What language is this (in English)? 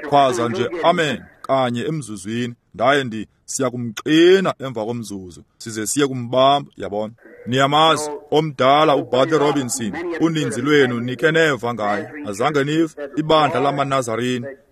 Xhosa